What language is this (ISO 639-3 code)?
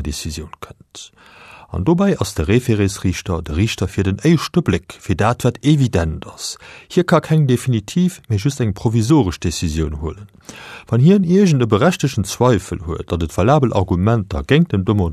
ltz